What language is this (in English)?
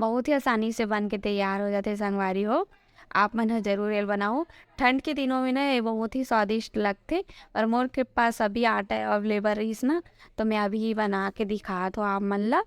Chhattisgarhi